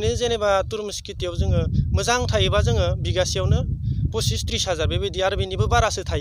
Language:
Bodo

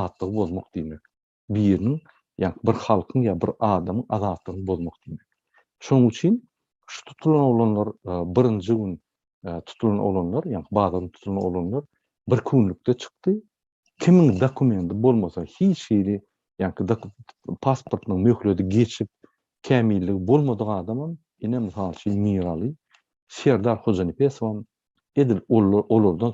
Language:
Turkmen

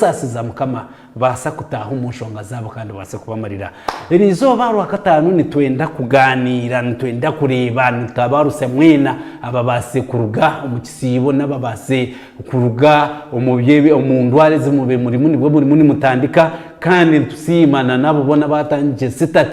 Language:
Nyankole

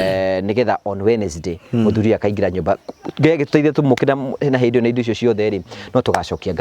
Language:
Kikuyu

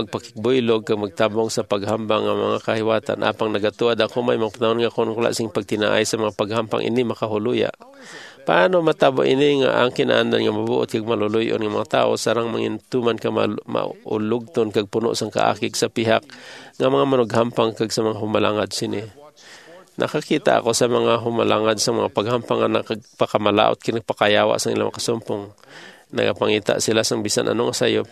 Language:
Hiligaynon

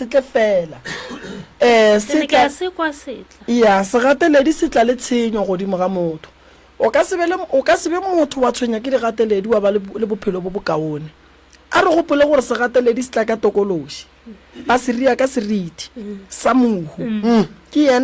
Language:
Northern Sotho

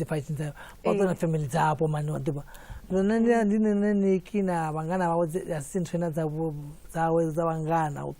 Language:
Venda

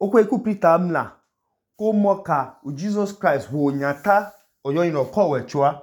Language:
Idoma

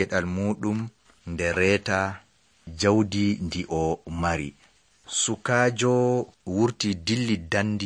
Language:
Nigerian Fulfulde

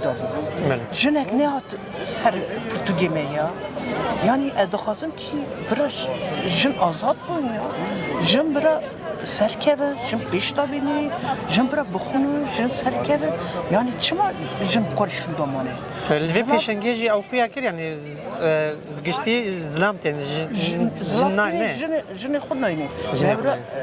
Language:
Kurdish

